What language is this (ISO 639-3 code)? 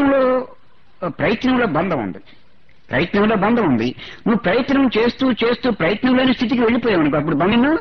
tel